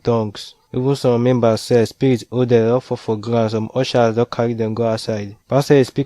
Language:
Nigerian Pidgin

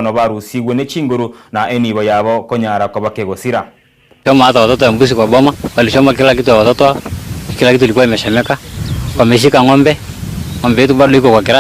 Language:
Gusii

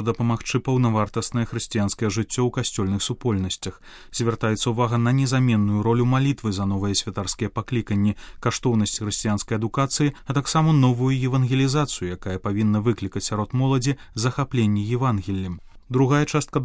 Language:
Belarusian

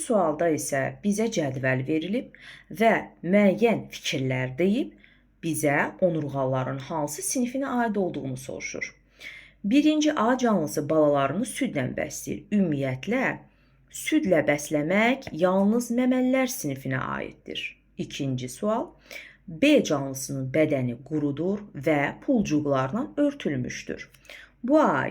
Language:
Azerbaijani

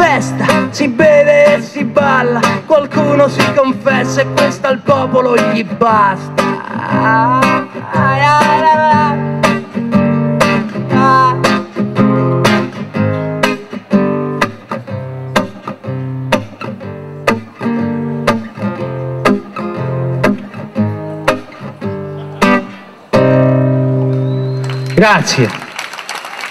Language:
Italian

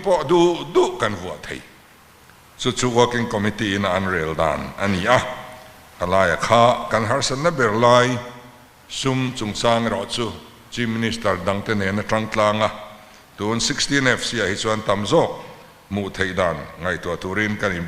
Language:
Mizo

